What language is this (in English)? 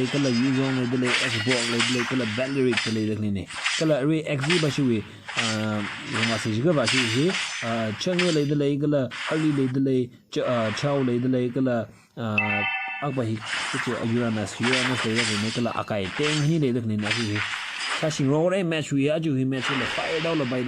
Tangkhul Naga (India)